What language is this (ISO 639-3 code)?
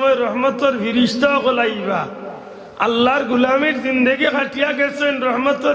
syl